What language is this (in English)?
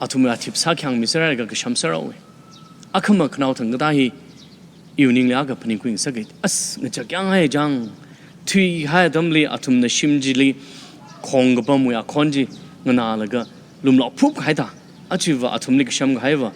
Tangkhul Naga (India)